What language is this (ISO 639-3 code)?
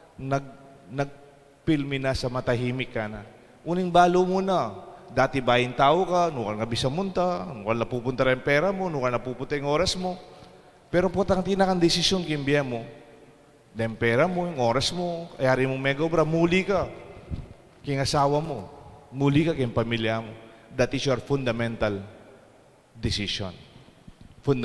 pam